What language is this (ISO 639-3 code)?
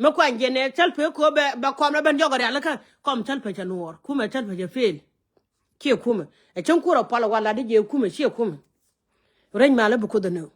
nus